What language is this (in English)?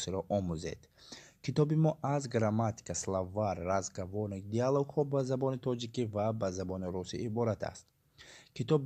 Tajik